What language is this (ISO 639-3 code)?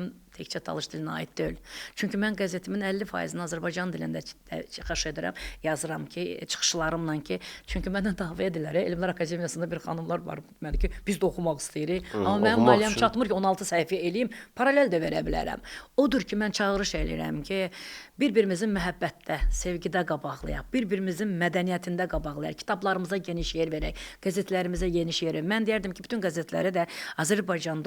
aze